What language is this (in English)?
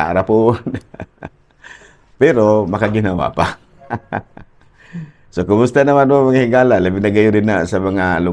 Cebuano